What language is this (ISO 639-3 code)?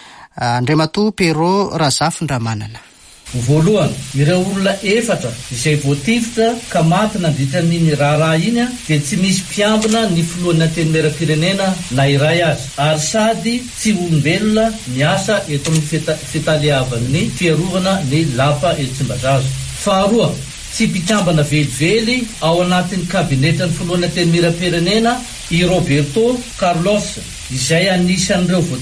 mlg